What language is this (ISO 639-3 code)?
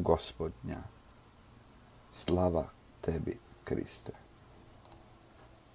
hrv